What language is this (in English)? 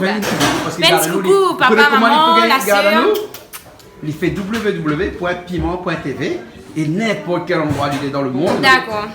Réunion Creole French